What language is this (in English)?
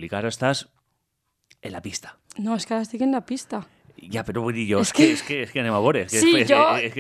Catalan